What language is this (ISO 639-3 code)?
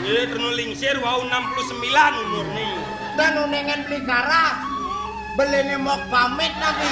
ban